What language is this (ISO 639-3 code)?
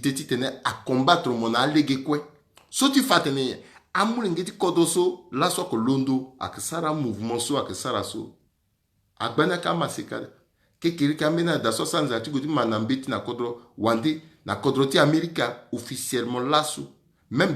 sag